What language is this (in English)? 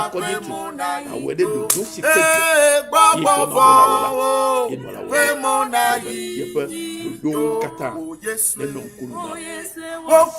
Ewe